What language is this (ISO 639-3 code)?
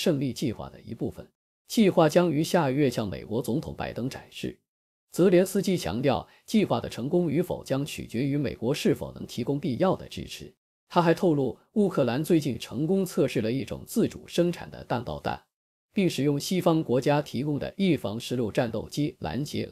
zho